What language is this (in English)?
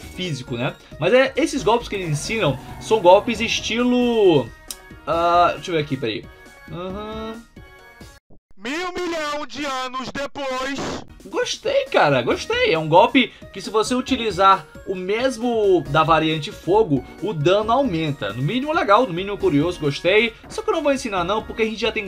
Portuguese